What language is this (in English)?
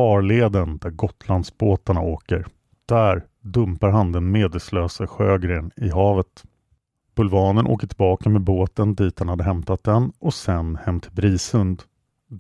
Swedish